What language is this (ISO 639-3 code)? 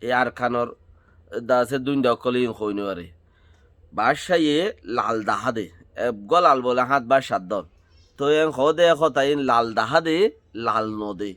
rhg